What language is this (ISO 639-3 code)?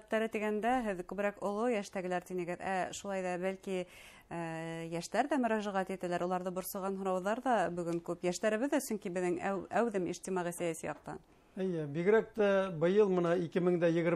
bak